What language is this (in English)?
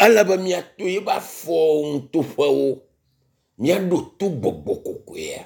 Ewe